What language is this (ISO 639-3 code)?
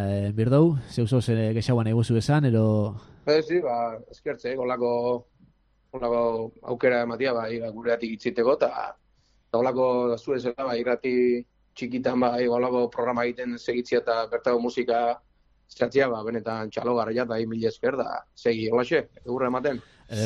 eus